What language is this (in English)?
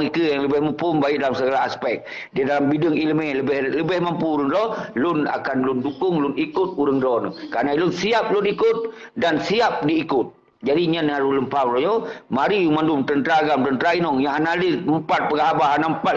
Achinese